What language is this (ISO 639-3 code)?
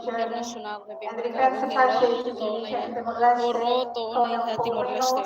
tet